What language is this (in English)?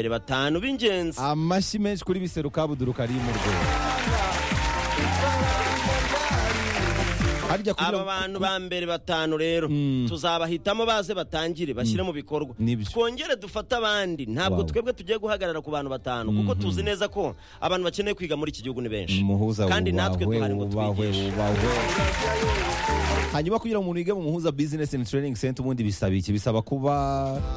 Kinyarwanda